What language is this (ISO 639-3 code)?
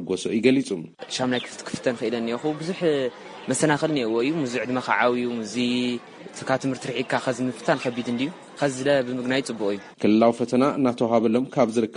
tir